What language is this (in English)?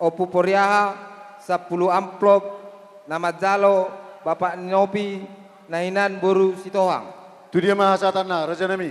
Batak Toba